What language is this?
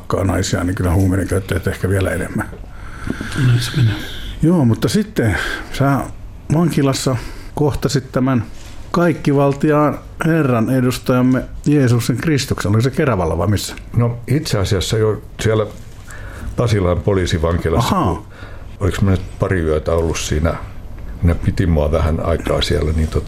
Finnish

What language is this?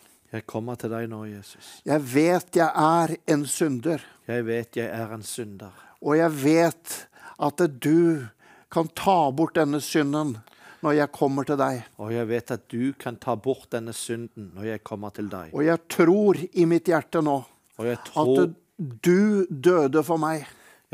Norwegian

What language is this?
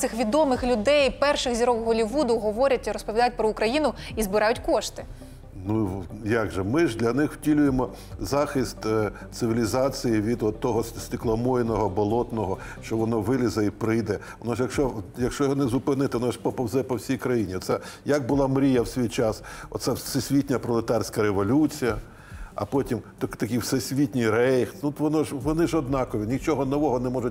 Ukrainian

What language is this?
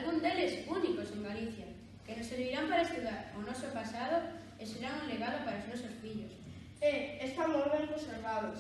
Galician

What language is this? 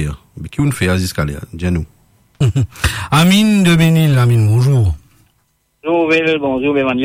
Morisyen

